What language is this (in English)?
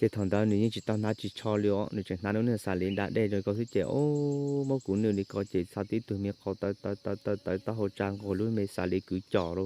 Hmong